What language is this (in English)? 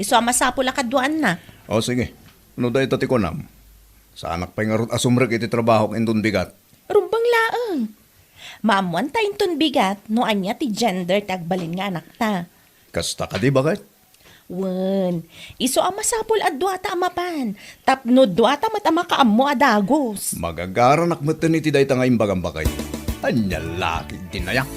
Iloko